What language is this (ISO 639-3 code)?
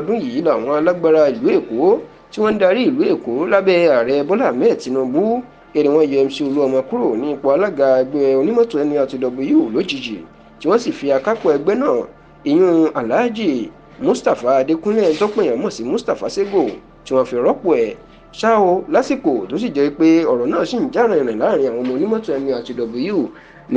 yor